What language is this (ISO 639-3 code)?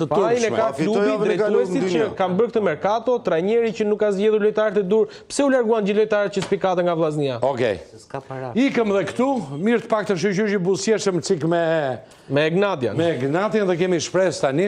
sqi